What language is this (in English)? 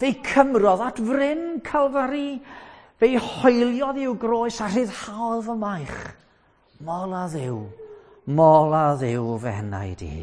Welsh